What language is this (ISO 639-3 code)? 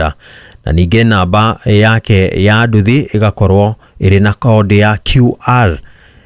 kik